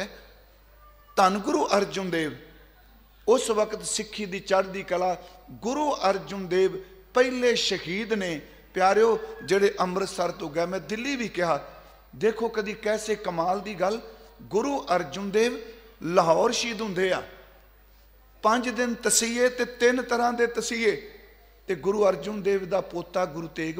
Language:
Punjabi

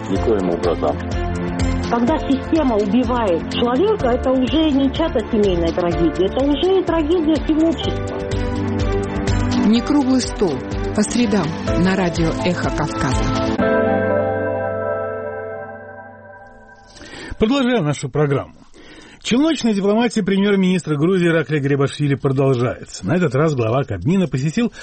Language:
Russian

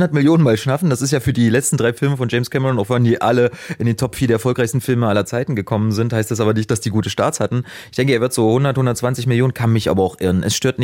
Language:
German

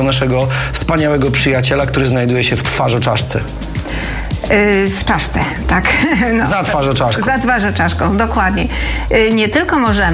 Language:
Polish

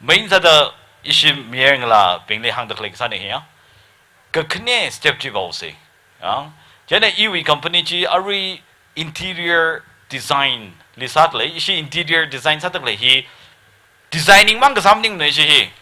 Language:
Tangkhul Naga (India)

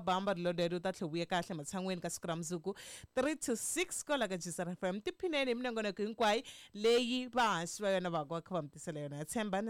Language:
Tsonga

